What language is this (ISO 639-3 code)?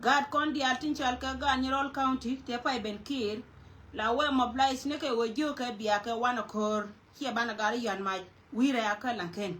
nus